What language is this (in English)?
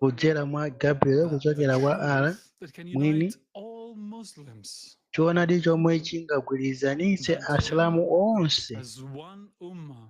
Nyanja